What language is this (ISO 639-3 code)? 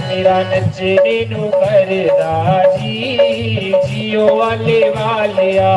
doi